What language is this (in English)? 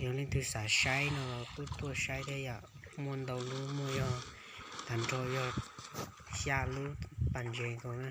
Hmong